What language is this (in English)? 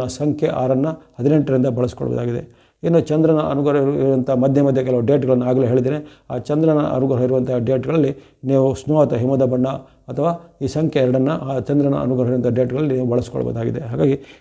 Kannada